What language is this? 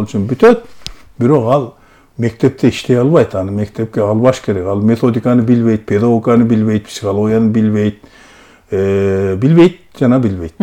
Kyrgyz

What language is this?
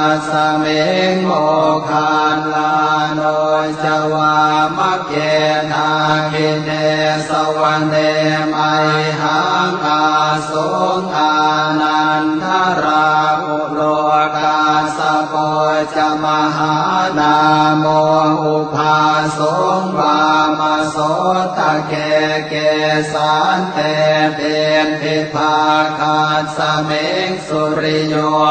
Pali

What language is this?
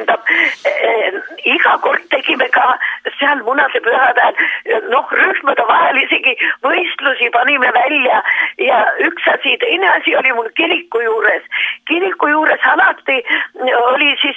Estonian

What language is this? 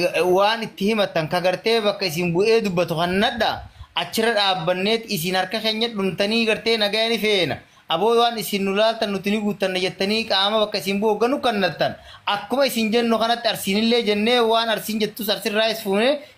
Oromo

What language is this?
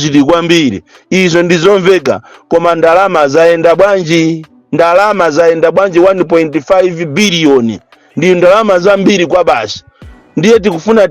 Nyanja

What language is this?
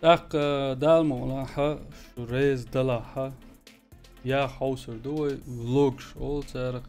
Chechen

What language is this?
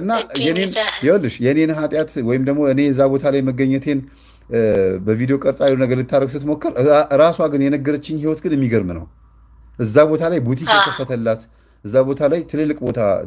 Amharic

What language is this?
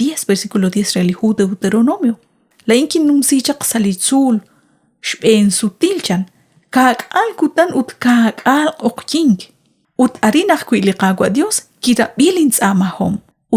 Kekchí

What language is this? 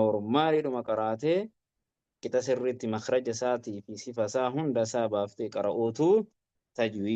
Oromo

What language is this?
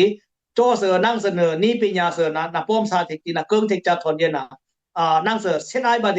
Dimasa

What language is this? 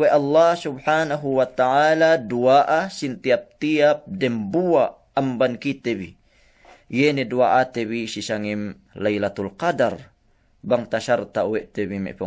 Yakan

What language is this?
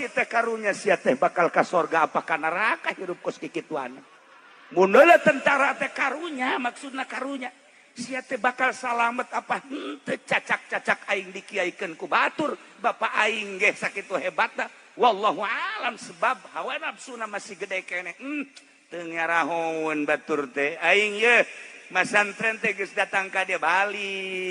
Sundanese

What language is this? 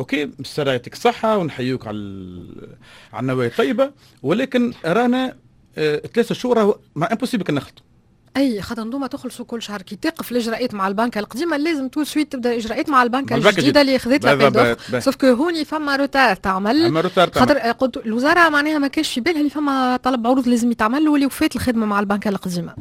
Tunisian Arabic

